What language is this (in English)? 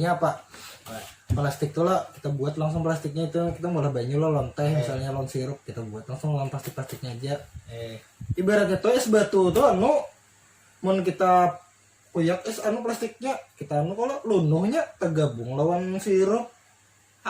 Banjar